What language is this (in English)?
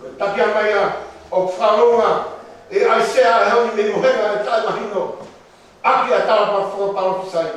Tongan